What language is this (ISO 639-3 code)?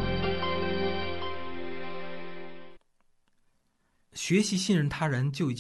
zho